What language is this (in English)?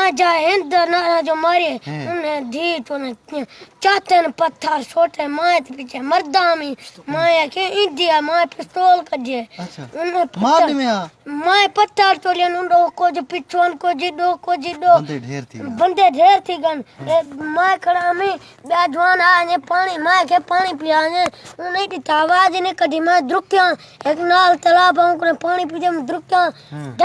Saraiki